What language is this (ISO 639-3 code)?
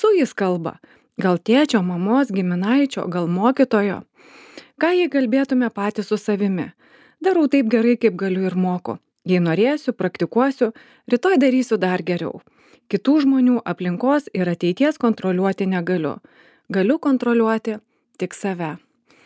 lit